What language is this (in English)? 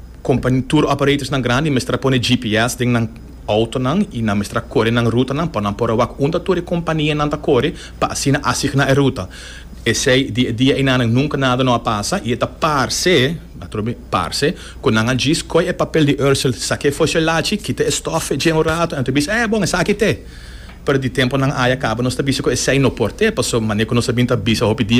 Papiamento